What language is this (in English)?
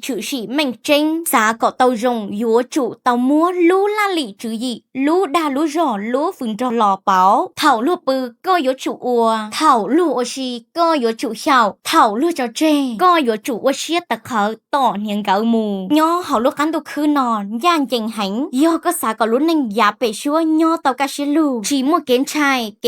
Hmong